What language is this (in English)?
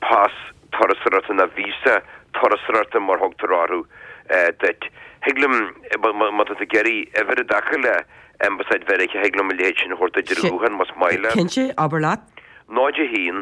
Irish